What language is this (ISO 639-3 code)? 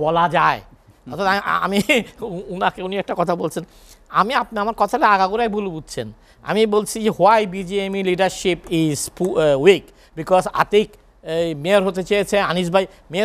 ben